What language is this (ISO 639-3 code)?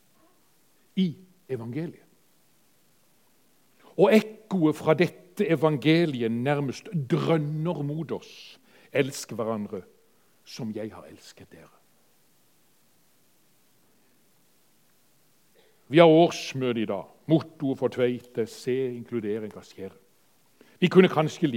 nor